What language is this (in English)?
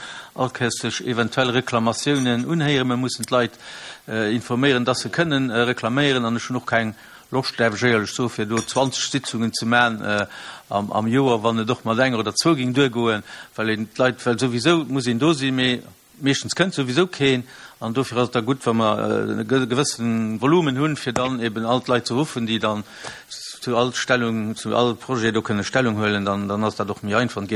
Luxembourgish